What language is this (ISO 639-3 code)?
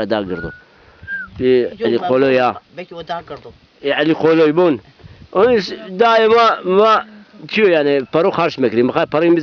zza